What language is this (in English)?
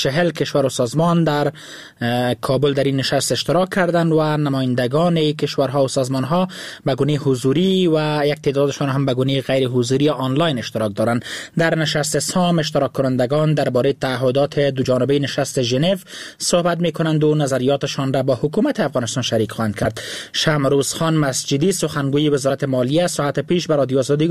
Persian